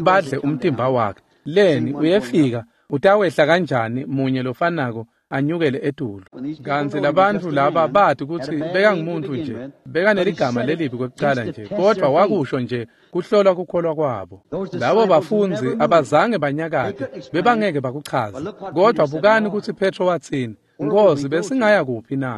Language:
Swati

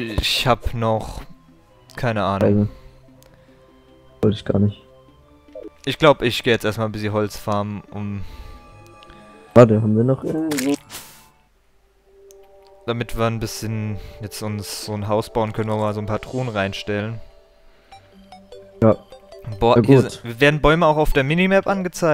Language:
German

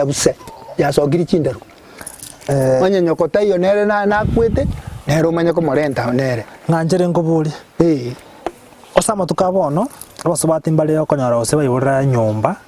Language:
Gusii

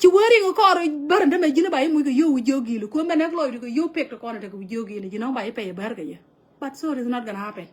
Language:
Nuer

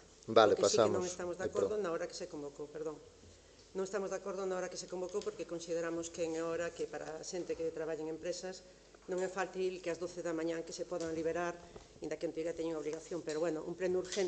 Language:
Galician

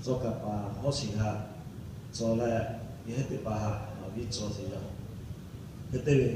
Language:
Lahu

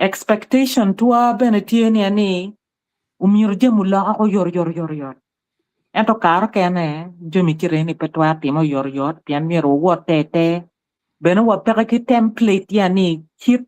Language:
Acoli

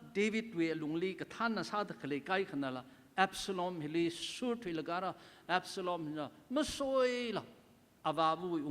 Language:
Tangkhul Naga (India)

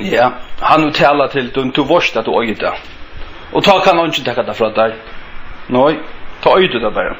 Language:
Faroese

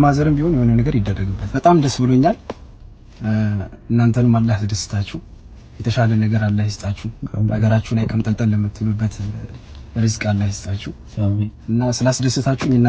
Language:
Amharic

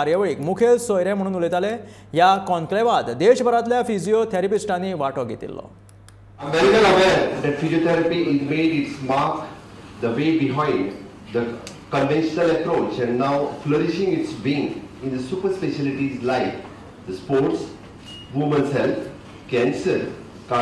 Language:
Konkani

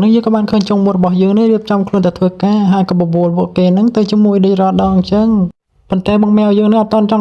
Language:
Khmer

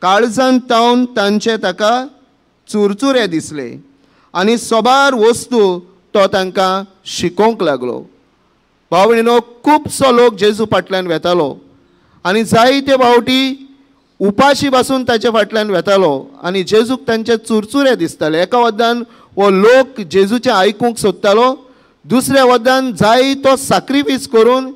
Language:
Konkani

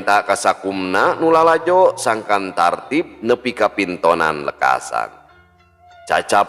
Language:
Sundanese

